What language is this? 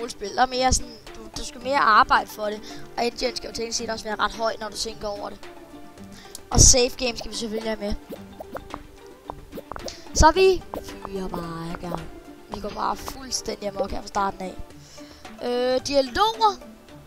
Danish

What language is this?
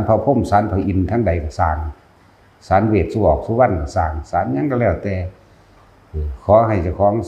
Northeastern Thai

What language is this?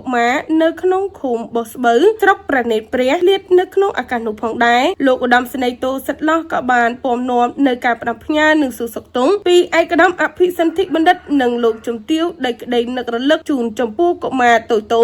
Khmer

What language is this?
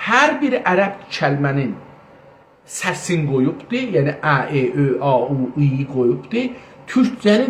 South Azerbaijani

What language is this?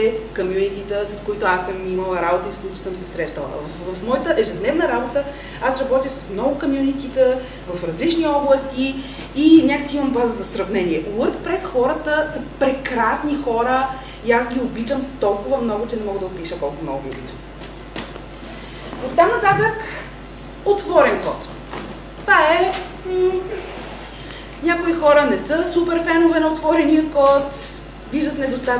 Bulgarian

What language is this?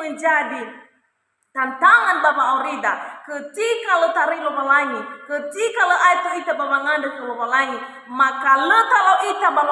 Nias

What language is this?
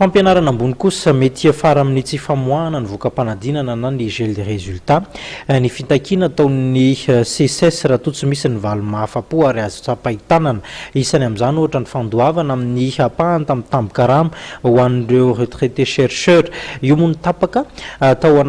Malagasy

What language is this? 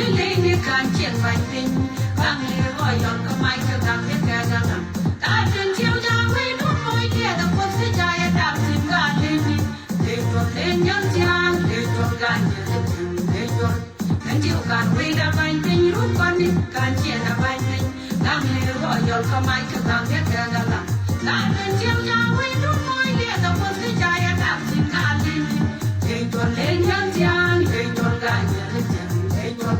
Nuer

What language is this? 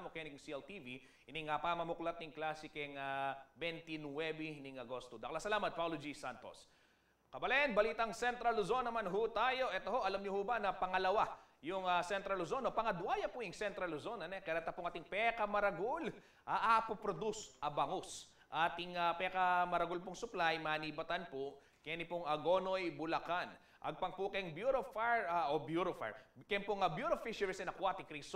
Pampanga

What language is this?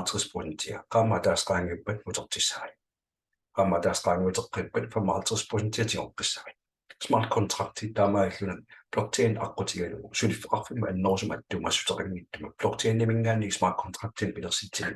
Kalaallisut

